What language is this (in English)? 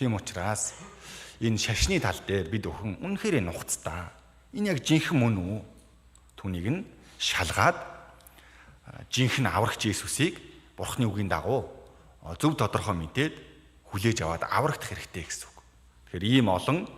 Mongolian